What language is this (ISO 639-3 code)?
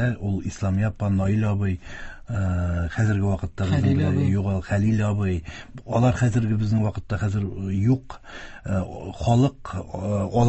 tat